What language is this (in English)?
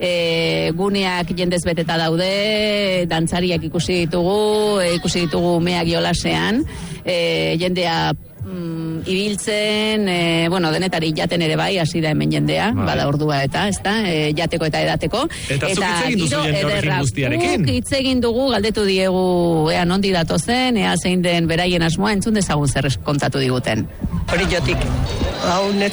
Basque